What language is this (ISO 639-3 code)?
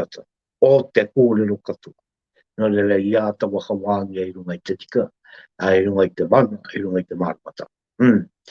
mri